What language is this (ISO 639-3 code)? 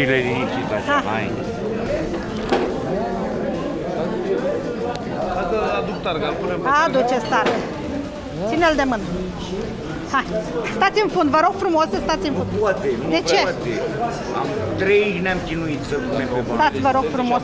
ron